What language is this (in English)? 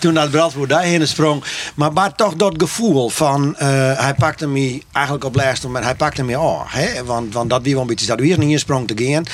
Western Frisian